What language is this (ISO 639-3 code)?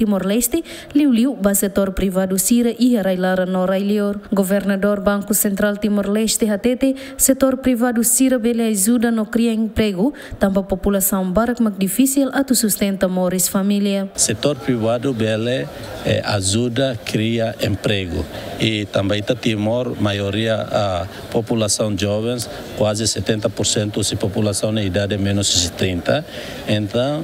tet